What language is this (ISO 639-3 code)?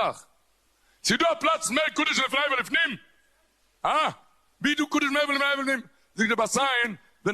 yid